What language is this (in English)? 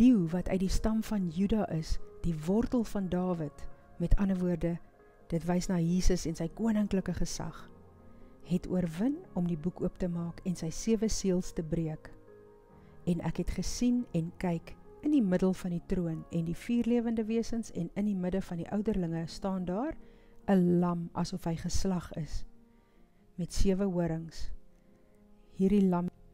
Afrikaans